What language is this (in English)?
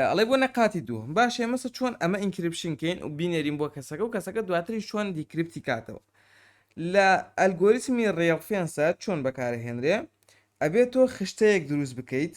Central Kurdish